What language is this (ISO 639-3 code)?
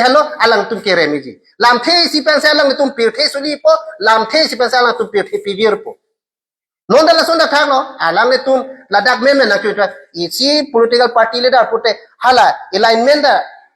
mjw